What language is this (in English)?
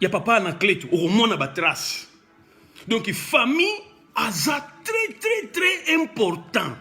Lingala